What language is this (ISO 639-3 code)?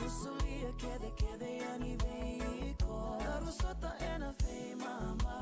fij